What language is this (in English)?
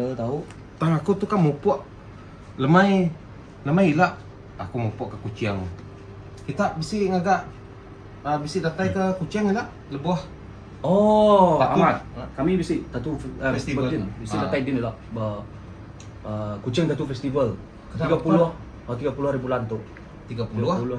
Iban